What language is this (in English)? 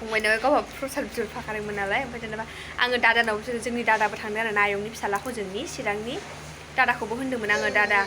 Bodo